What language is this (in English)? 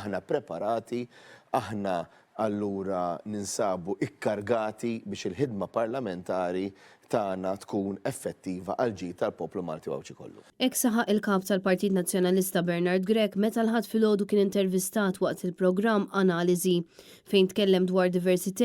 Maltese